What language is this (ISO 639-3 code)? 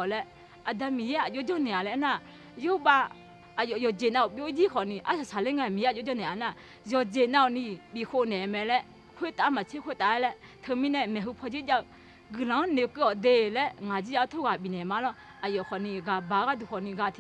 ahk